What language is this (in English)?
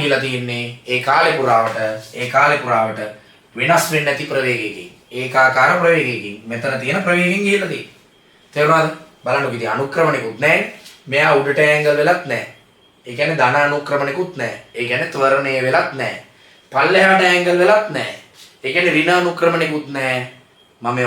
Sinhala